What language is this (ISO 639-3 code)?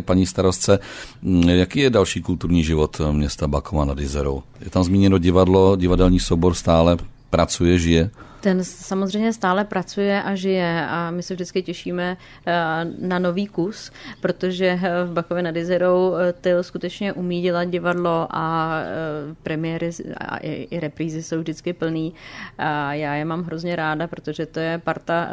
ces